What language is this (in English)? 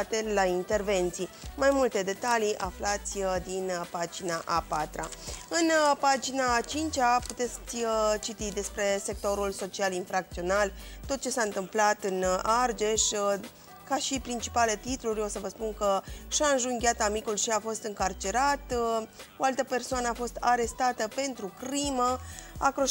Romanian